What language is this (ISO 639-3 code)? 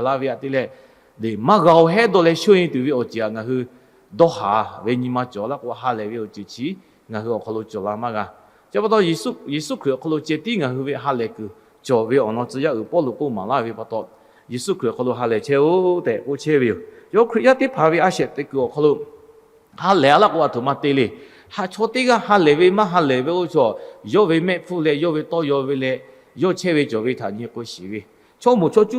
lhu